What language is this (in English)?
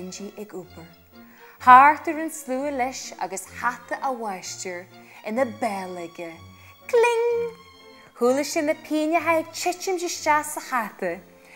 Irish